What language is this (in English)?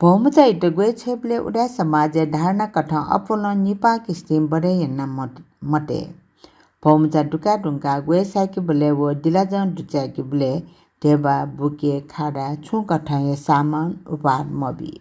Newari